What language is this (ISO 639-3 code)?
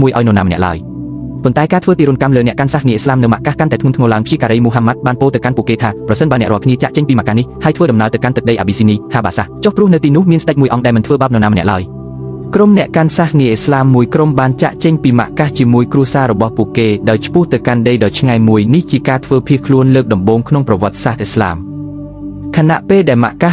khm